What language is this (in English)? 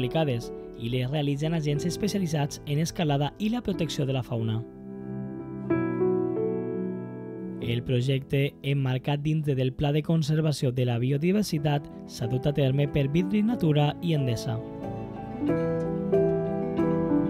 Catalan